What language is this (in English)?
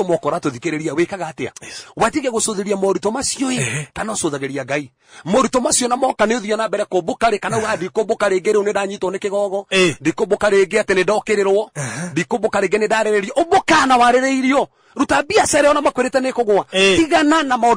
Kikuyu